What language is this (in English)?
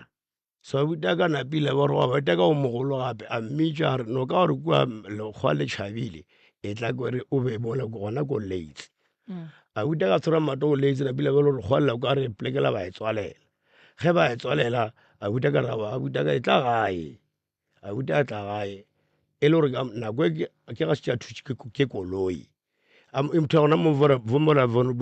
Northern Sotho